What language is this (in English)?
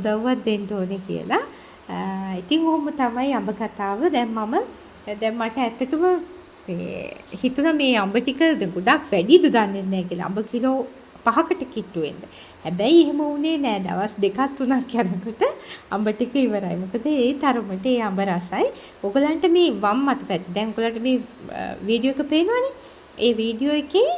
Sinhala